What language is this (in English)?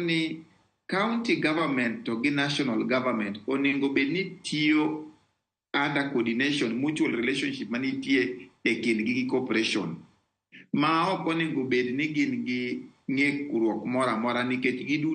Luo (Kenya and Tanzania)